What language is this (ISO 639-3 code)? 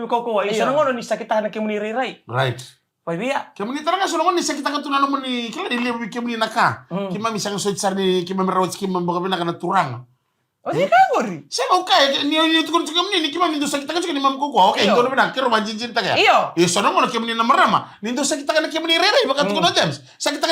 fij